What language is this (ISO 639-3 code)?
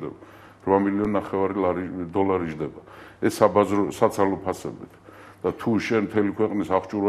kat